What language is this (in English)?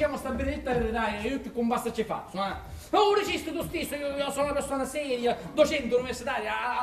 Sicilian